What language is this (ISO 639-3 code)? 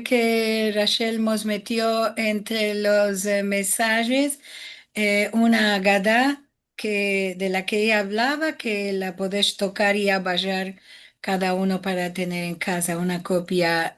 lad